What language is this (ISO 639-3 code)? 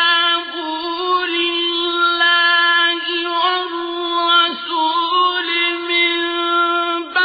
ara